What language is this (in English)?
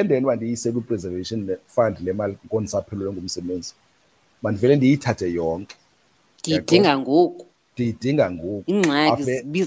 Xhosa